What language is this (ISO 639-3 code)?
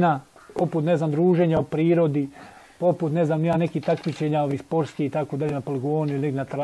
bos